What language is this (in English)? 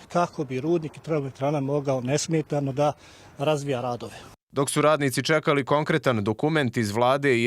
Bosnian